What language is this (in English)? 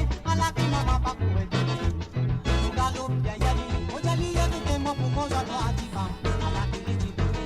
Morisyen